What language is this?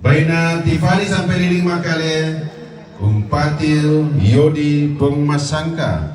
Toraja-Sa'dan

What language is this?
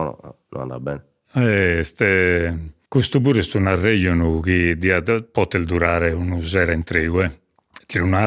Sardinian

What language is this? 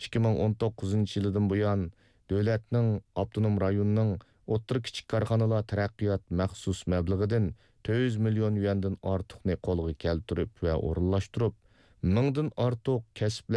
Uyghur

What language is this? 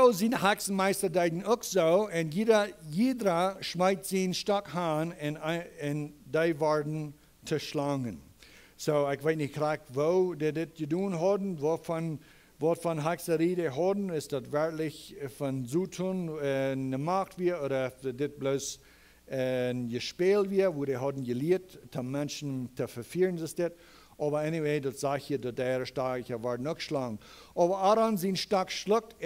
Plautdietsch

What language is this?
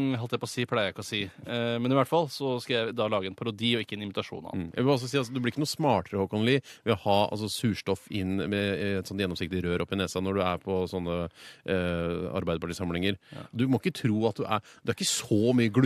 Norwegian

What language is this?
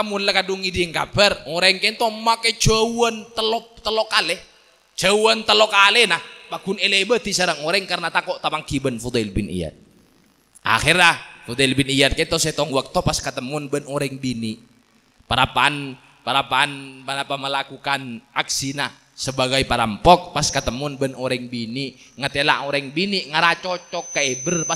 Madurese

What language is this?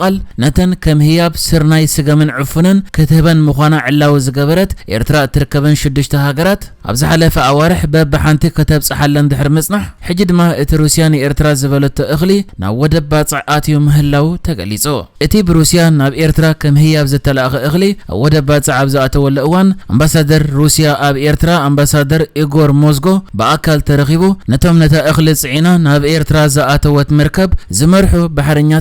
Tigrinya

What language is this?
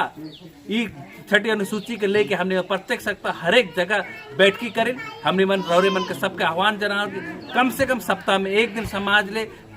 Sadri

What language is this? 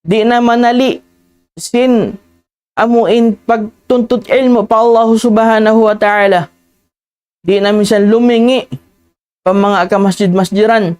Tausug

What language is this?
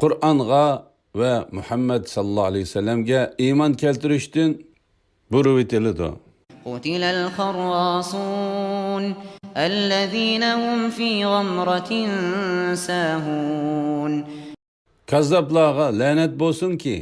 Uyghur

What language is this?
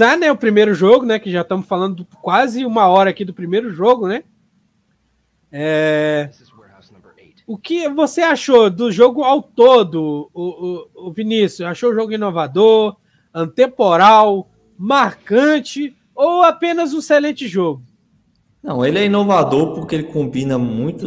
Portuguese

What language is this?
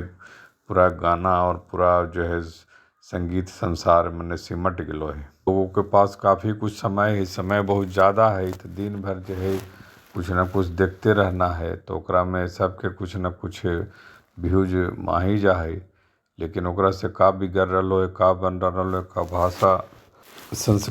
Magahi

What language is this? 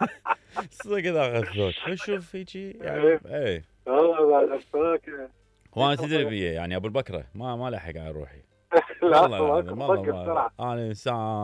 Mesopotamian Arabic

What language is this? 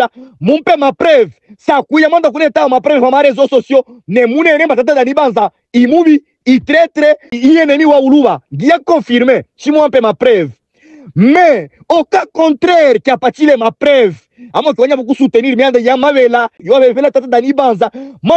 Luba-Katanga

